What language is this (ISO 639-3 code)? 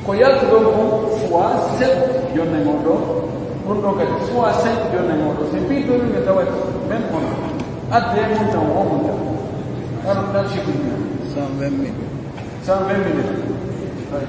fuf